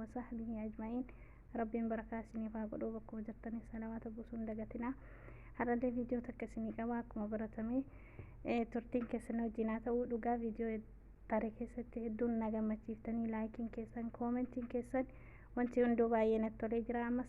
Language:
Oromo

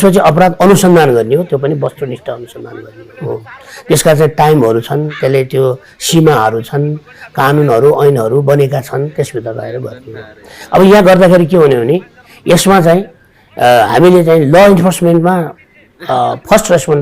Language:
Nepali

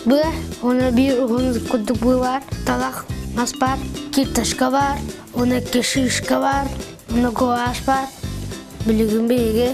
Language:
Yakut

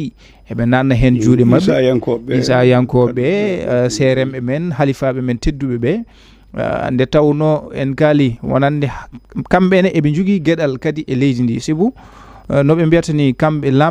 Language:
Fula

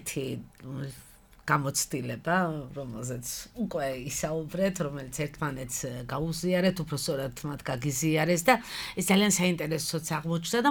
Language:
Georgian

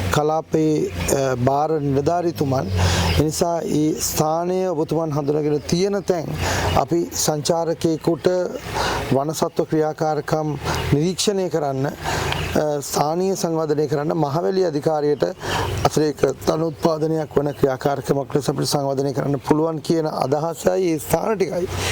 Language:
Sinhala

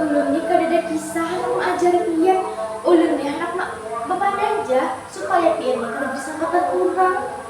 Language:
Banjar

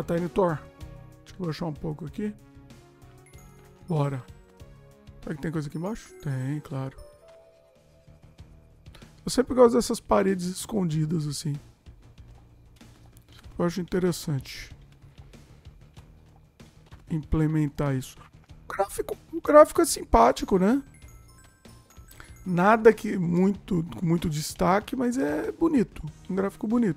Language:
Portuguese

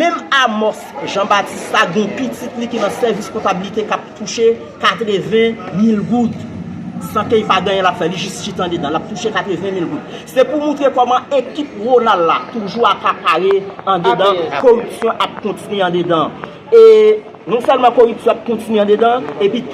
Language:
Haitian Creole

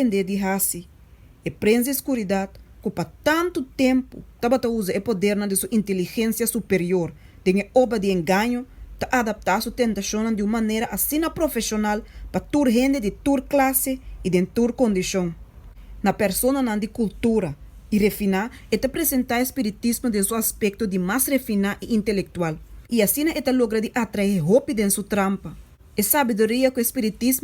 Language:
Papiamento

